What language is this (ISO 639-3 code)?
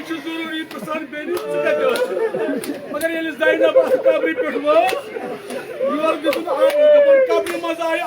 kas